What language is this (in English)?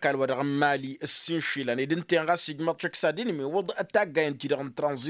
Tamasheq